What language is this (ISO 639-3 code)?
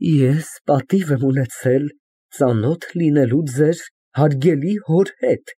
hye